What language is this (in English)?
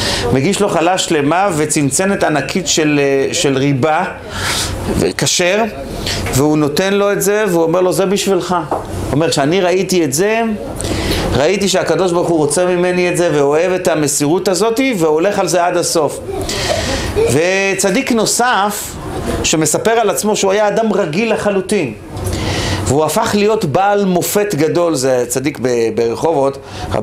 Hebrew